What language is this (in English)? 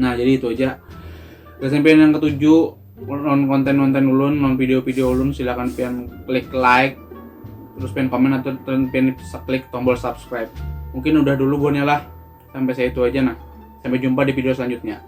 Banjar